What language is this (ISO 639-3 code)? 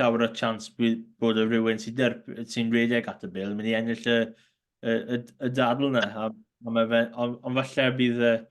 cym